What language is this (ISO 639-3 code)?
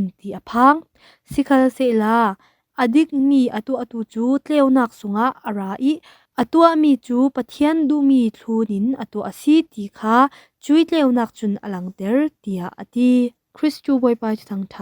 cfm